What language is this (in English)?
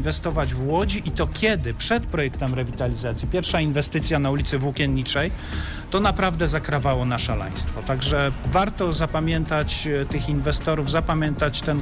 Polish